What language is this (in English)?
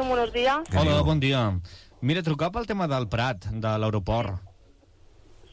Catalan